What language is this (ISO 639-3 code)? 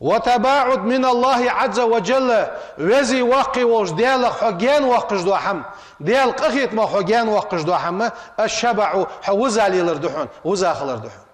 inh